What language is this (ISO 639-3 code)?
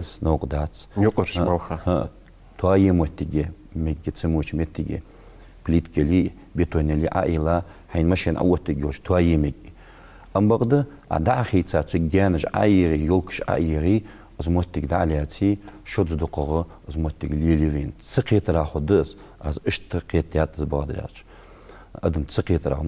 inh